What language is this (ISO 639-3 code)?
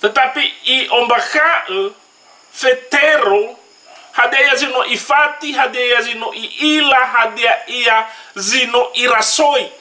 nia